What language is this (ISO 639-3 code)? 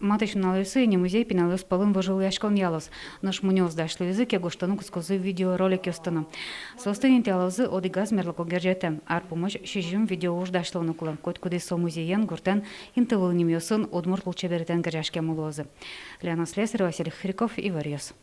udm